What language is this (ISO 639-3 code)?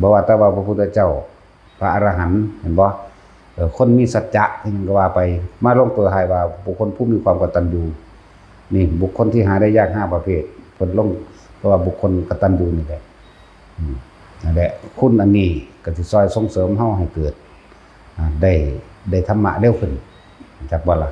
lao